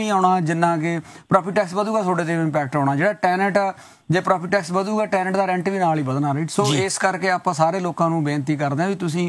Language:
Punjabi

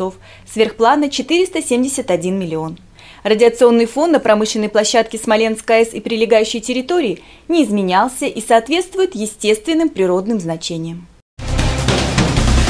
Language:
Russian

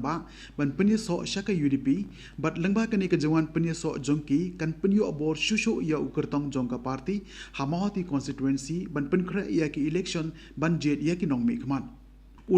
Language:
Khasi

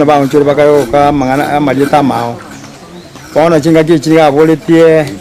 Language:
Gusii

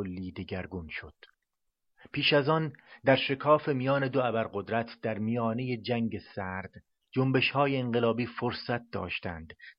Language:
Persian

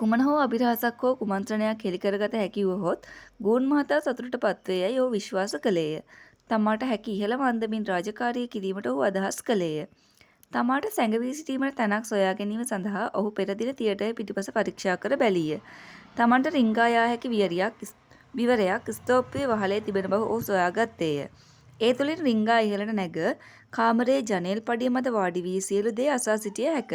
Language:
Sinhala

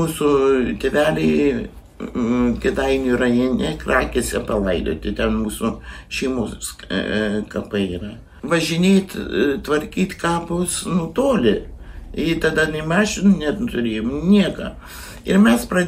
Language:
Lithuanian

